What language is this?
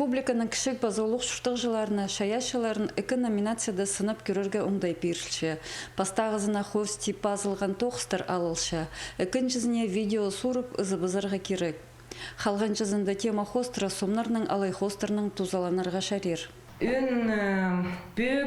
Khakas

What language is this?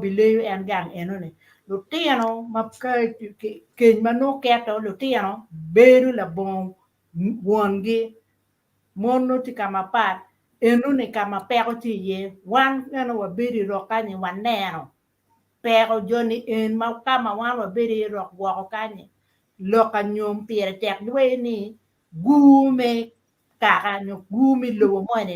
Acoli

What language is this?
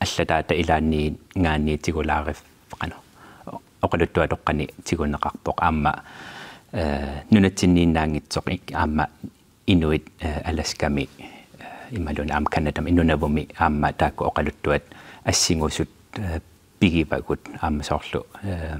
Kalaallisut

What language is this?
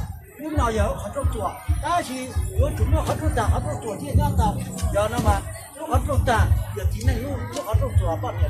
Hmong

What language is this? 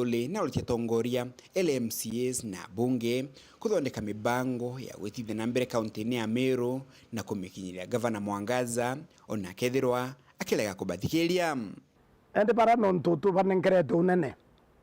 Meru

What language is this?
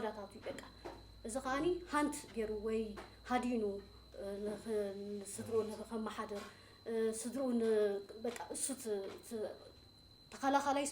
Tigrinya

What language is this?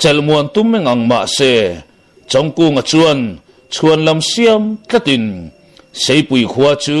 Mizo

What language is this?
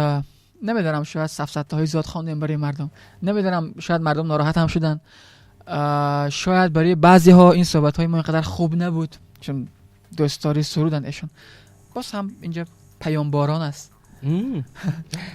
Tajik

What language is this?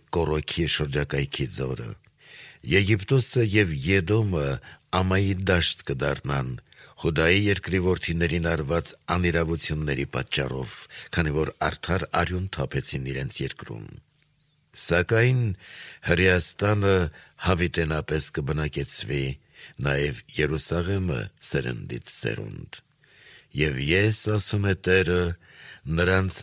Armenian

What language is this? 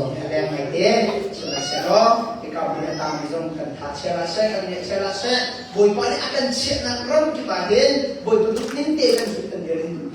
Hakha Chin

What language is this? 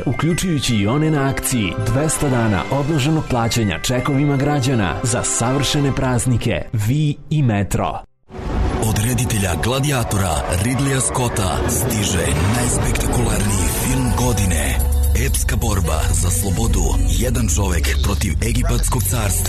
Serbian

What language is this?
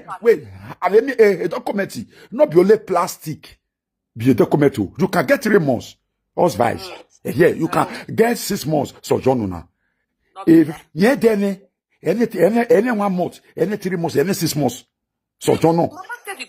Nigerian Pidgin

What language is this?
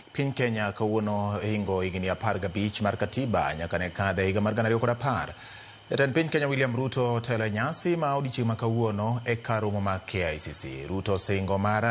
Luo (Kenya and Tanzania)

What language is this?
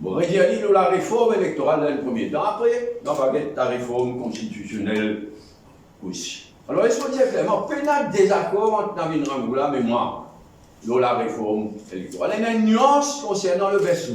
Morisyen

